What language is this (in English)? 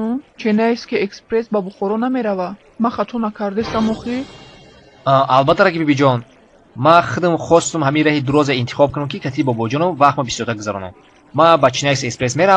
Tajik